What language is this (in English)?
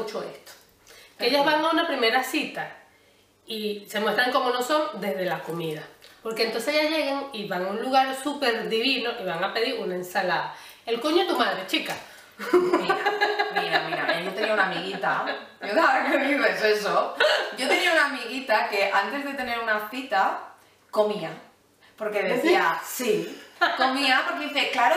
Spanish